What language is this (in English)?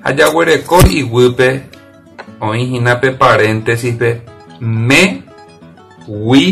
Guarani